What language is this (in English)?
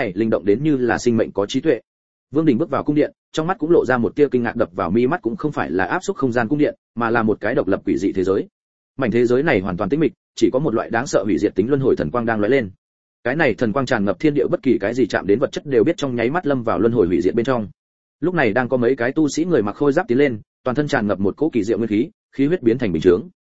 Vietnamese